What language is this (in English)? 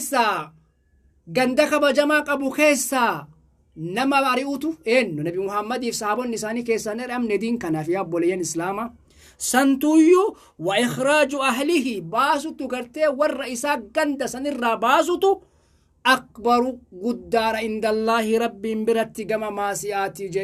Oromo